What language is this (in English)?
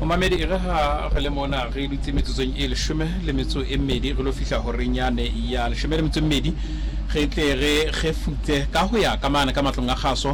Southern Sotho